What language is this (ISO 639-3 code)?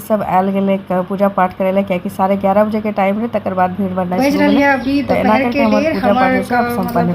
mai